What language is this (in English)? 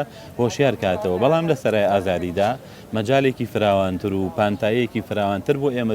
Central Kurdish